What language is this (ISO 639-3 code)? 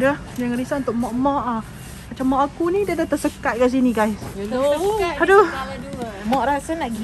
msa